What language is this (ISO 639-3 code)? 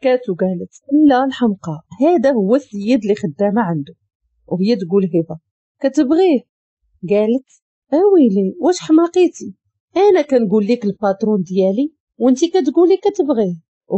ary